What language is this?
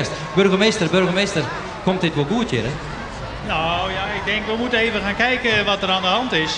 Western Frisian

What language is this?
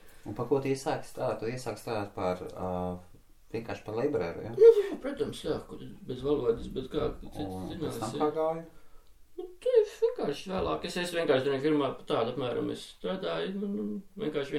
Latvian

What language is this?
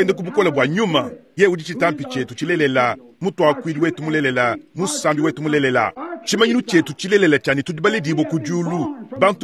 Luba-Lulua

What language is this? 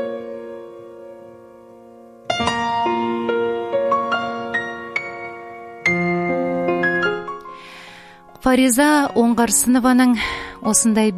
Kazakh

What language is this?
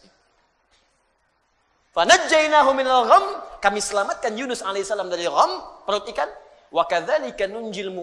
Indonesian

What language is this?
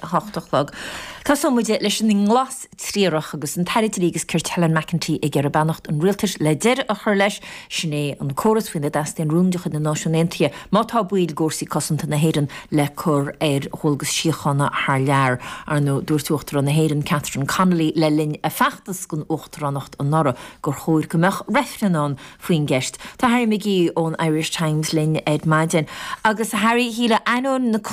Irish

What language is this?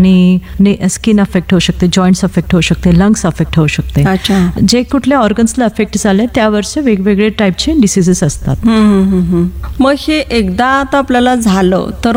Marathi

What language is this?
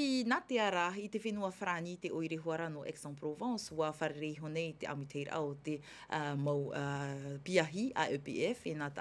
Tahitian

